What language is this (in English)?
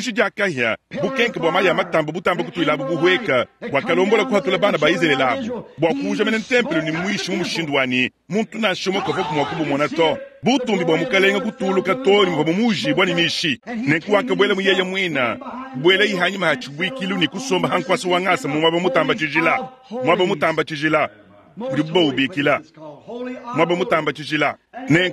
Luba-Lulua